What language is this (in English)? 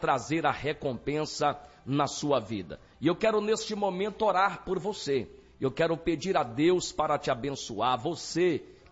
Portuguese